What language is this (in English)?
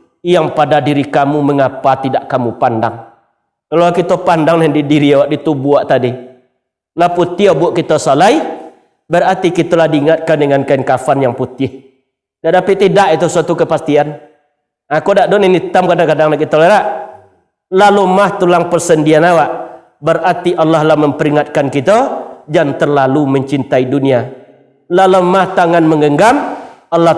Minangkabau